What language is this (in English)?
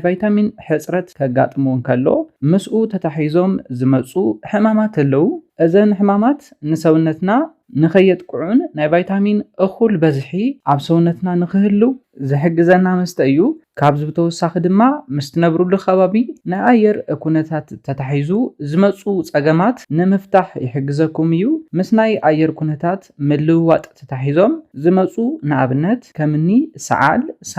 Tigrinya